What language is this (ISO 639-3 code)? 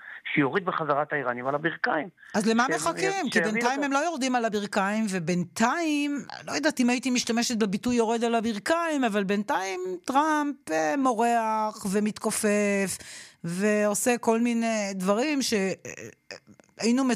heb